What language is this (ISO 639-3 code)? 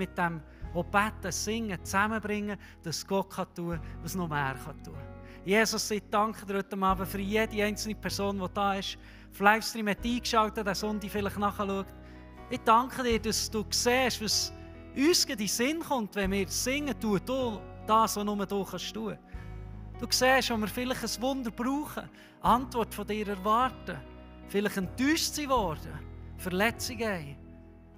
gsw